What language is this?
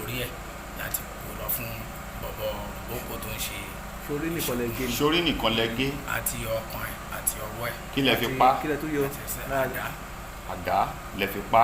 Yoruba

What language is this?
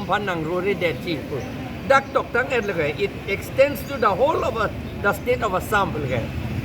Karbi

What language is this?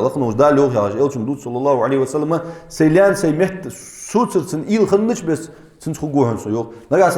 Ingush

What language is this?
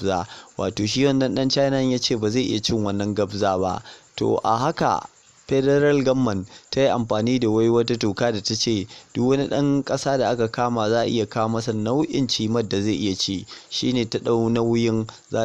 Hausa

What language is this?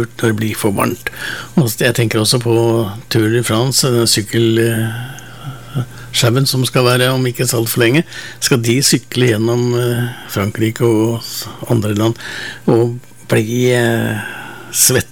Norwegian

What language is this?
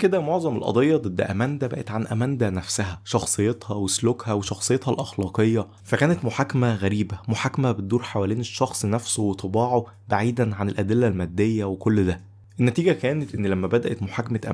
Egyptian Arabic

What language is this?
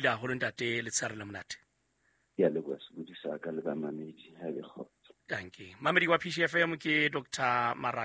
Southern Sotho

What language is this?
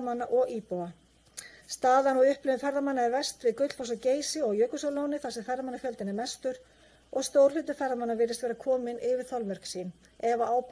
Icelandic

